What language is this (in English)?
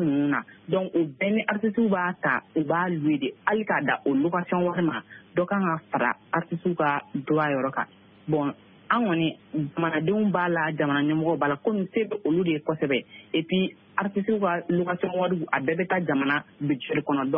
Bambara